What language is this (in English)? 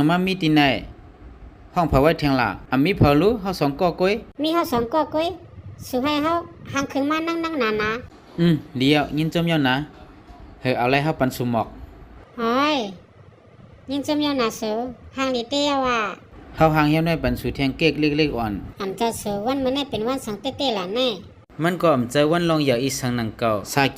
Shan